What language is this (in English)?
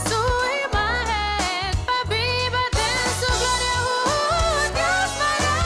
Papiamento